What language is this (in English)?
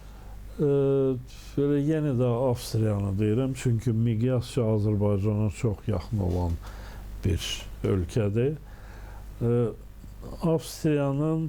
Azerbaijani